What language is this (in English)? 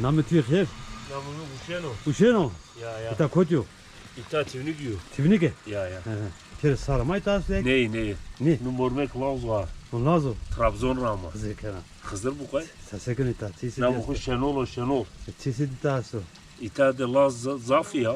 Zaza